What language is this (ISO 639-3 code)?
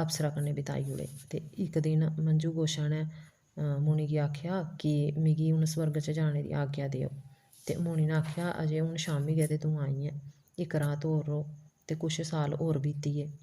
doi